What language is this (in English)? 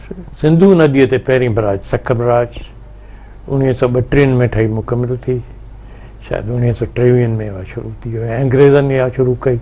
Sindhi